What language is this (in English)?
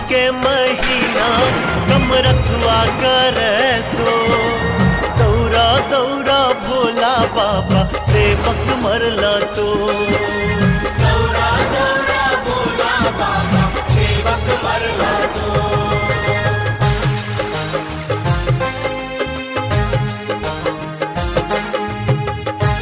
Bhojpuri